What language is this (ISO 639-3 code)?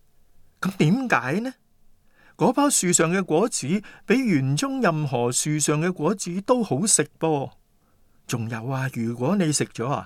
yue